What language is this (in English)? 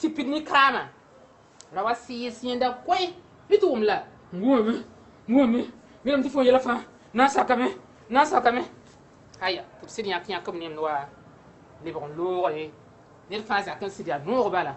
Mossi